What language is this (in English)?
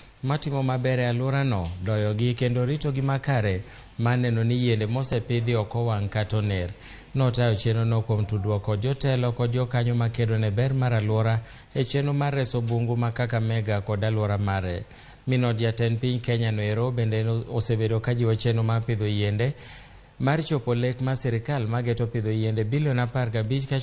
Luo (Kenya and Tanzania)